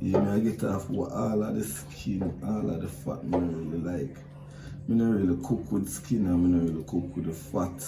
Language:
Jamaican Creole English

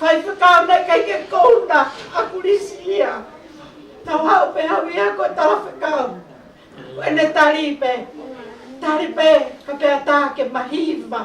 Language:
Tongan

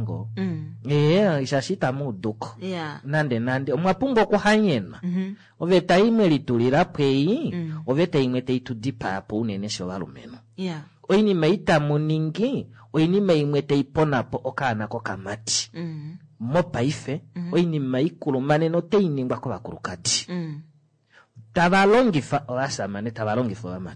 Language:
Kuanyama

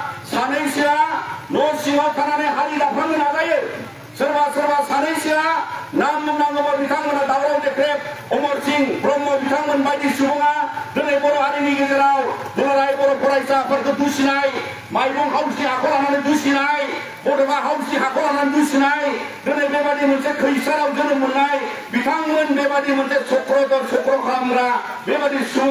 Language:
Bodo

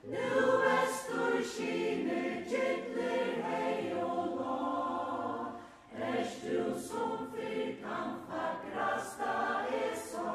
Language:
Faroese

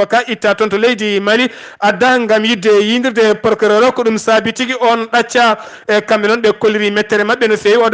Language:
Fula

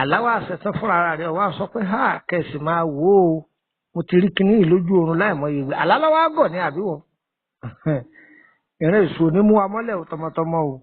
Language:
Yoruba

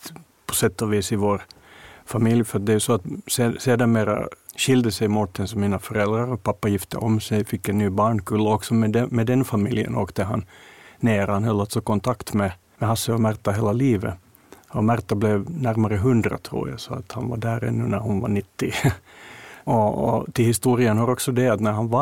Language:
Swedish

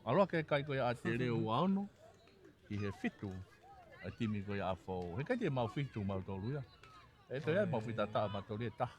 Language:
Tongan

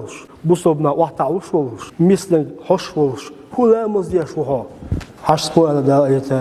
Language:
Chechen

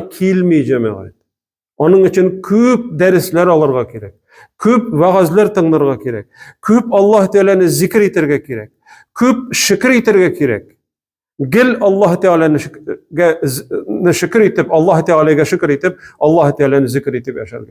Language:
Tatar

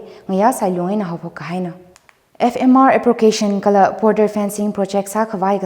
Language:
Tangkhul Naga (India)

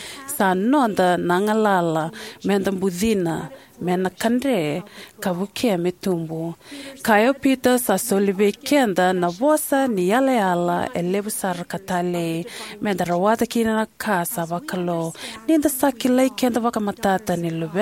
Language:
Fijian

